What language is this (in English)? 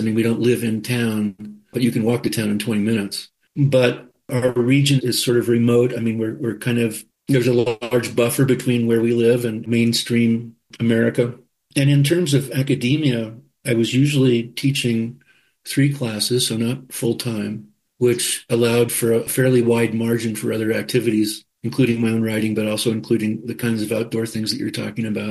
English